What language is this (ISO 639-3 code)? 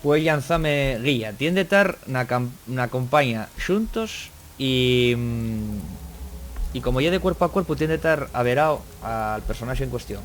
ast